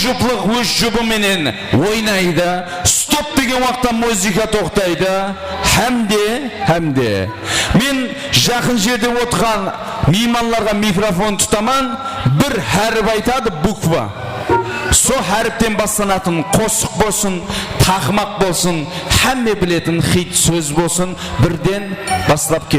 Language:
Kara-Kalpak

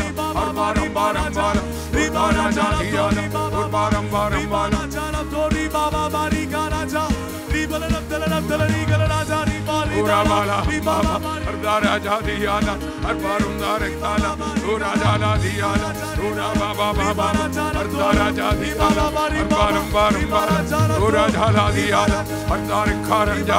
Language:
Malayalam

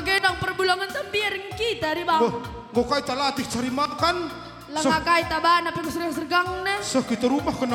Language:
Batak Karo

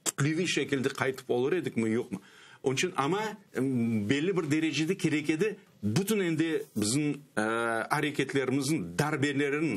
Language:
Crimean Tatar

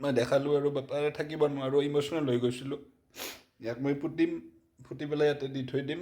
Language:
Assamese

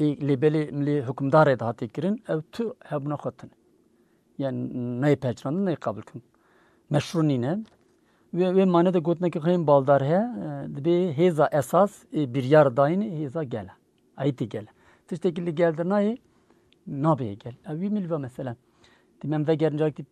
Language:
Kurdish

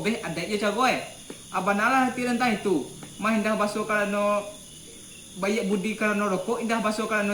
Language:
Minangkabau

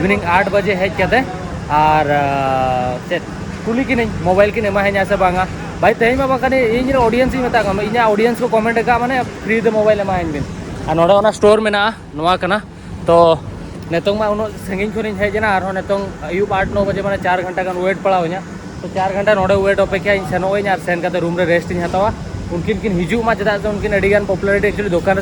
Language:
Santali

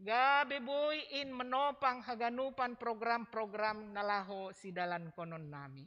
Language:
Batak Simalungun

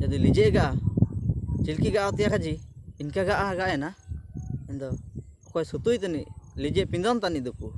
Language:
Ho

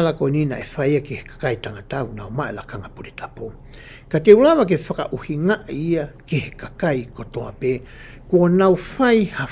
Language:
Tongan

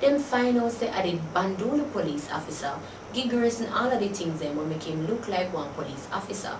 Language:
Jamaican Creole English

